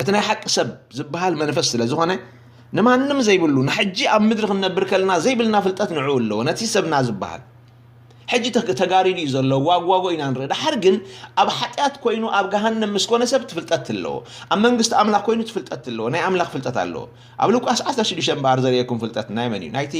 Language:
Tigrinya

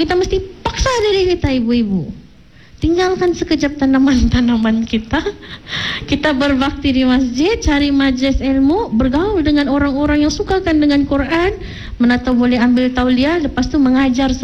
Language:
Malay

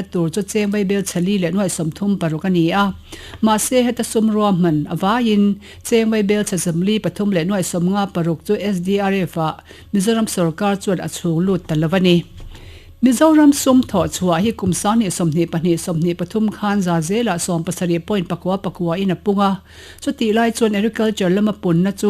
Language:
Mizo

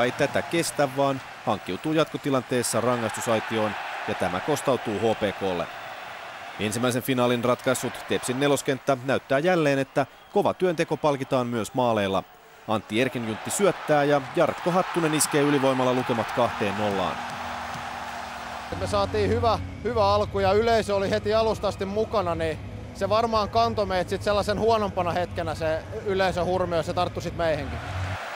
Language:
Finnish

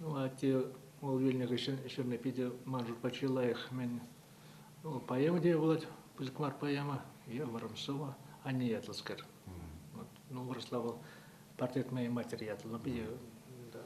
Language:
Chuvash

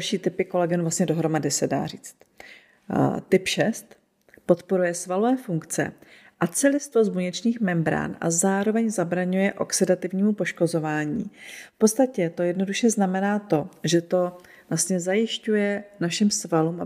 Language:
Czech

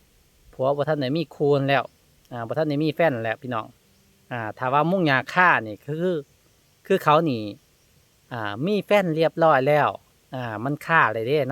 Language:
Lao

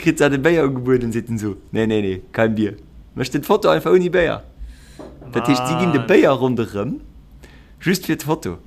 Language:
Luxembourgish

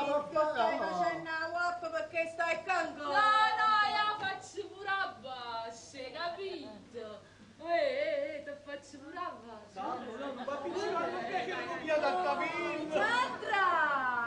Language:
Neapolitan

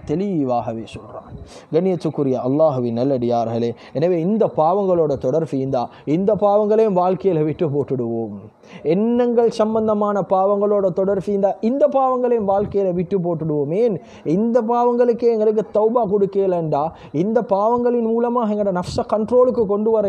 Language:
Tamil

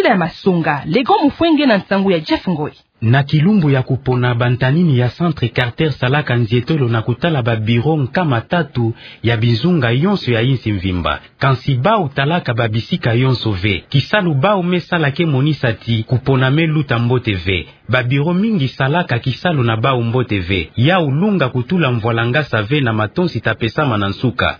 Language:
Kituba (Democratic Republic of Congo)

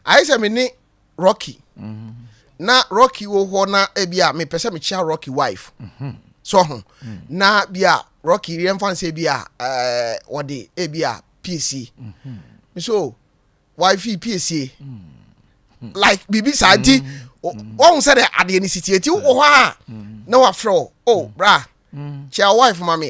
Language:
Akan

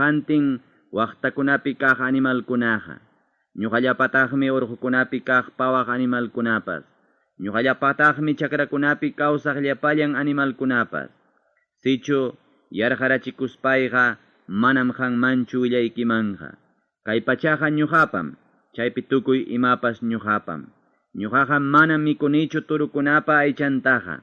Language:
Ayacucho Quechua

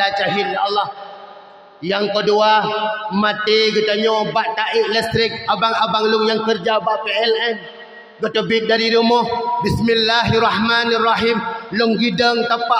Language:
Achinese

